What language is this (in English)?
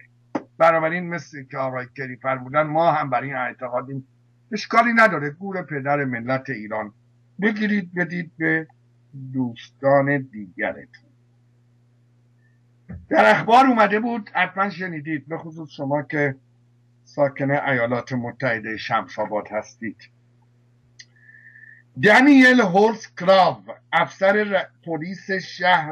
Persian